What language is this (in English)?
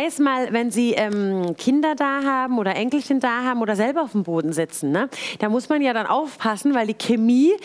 German